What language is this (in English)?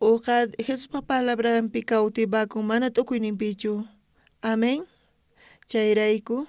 South Bolivian Quechua